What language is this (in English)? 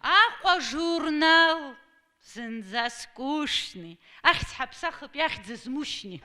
Abkhazian